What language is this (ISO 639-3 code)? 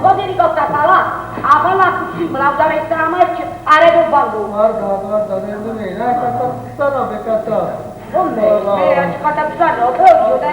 nap